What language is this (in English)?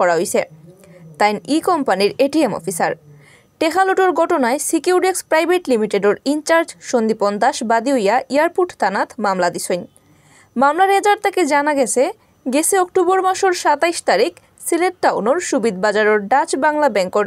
Sylheti